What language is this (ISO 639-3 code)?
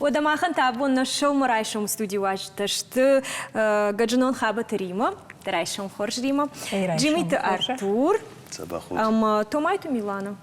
oss